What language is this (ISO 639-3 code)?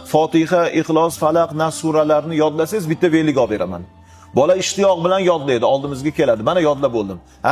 uzb